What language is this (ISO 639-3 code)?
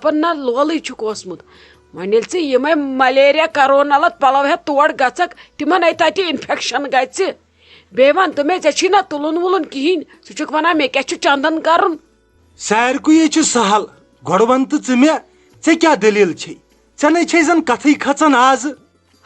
kas